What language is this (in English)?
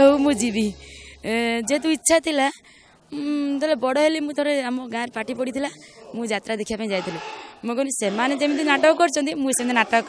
Odia